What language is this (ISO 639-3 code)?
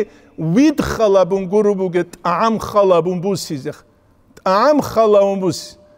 ava